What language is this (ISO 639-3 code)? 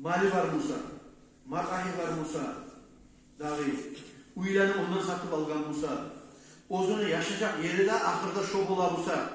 kum